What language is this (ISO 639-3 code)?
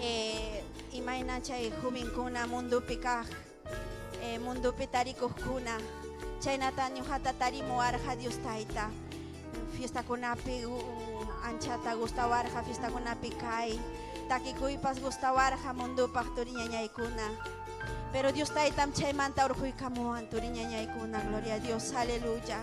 quy